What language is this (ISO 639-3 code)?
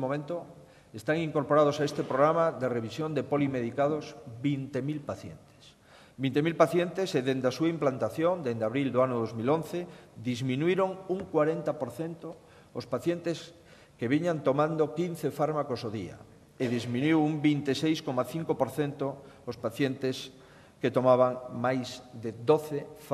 glg